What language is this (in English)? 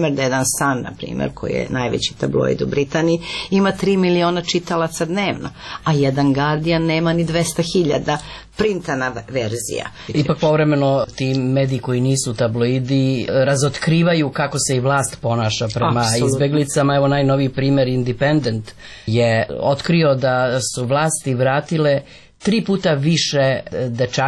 Serbian